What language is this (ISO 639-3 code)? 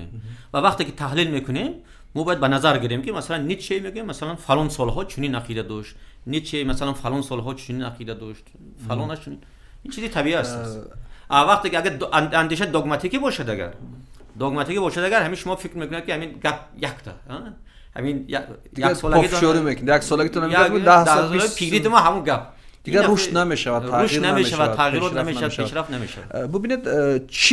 tgk